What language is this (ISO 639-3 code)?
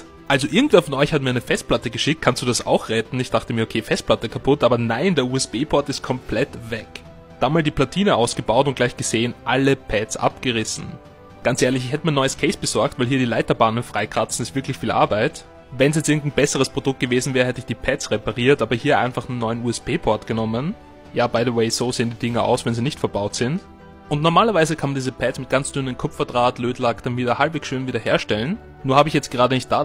deu